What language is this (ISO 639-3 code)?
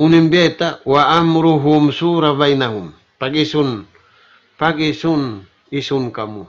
tsg